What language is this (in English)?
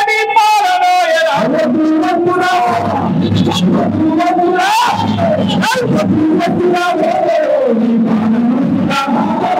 Telugu